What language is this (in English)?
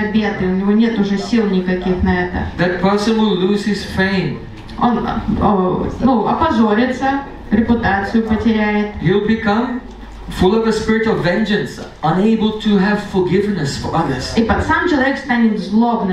Russian